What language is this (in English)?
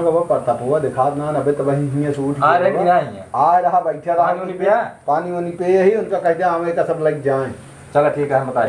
Awadhi